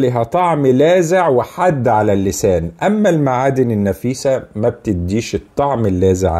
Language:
Egyptian Arabic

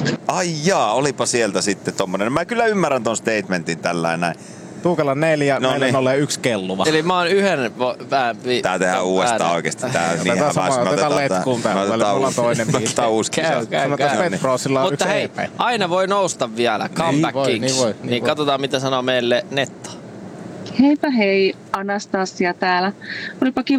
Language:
Finnish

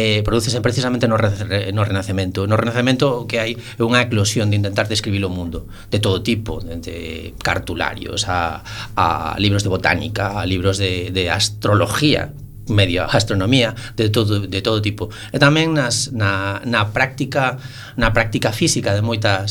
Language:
Galician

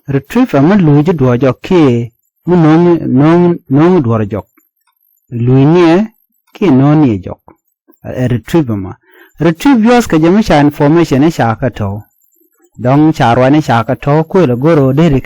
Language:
Nuer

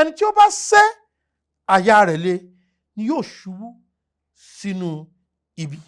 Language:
Yoruba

